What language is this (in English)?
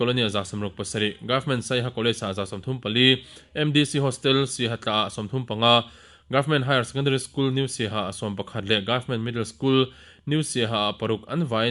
Mizo